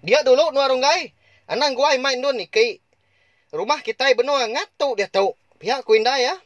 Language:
Iban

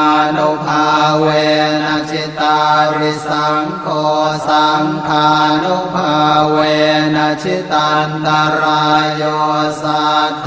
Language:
Pali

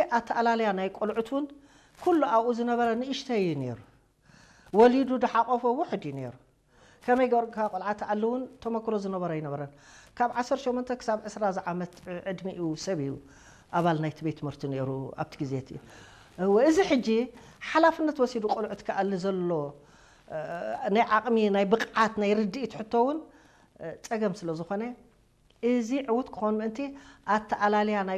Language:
Tigrinya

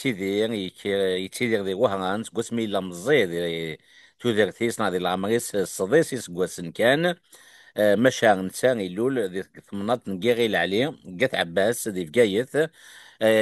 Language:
Kabyle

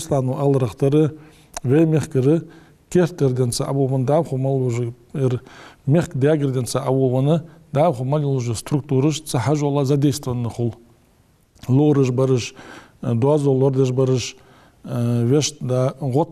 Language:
Ingush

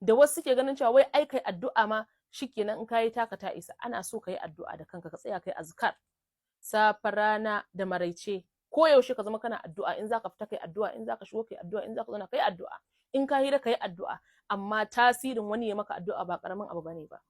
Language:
Hausa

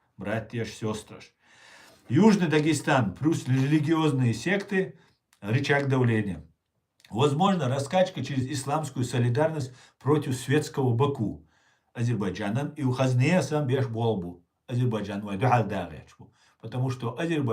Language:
Chechen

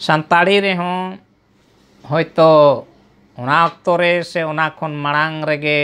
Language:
Santali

